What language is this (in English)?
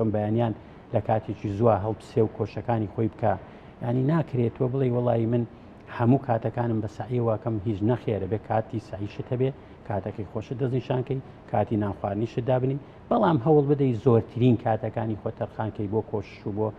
Central Kurdish